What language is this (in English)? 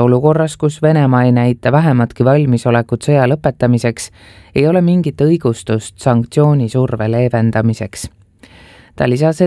Estonian